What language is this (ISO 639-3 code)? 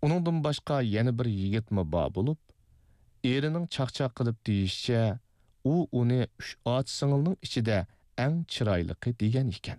uig